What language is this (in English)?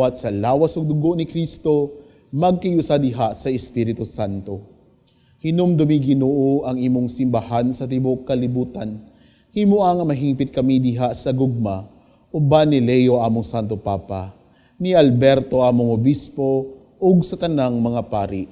Cebuano